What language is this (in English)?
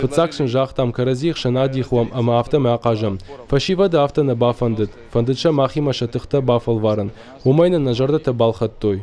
Ossetic